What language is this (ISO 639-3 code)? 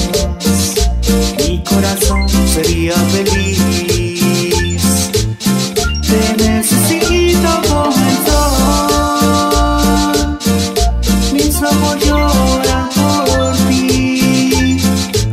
spa